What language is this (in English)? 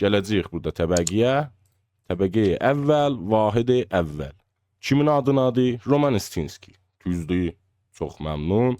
South Azerbaijani